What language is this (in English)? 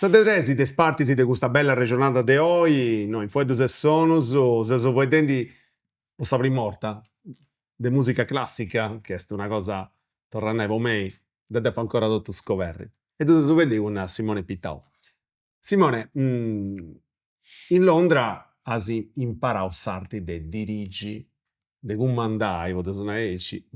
Sardinian